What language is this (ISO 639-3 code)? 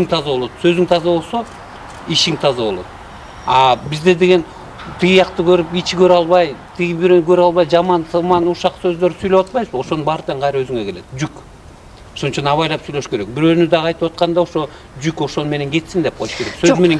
kir